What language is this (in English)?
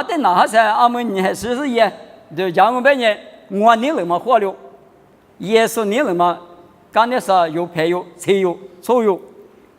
Lisu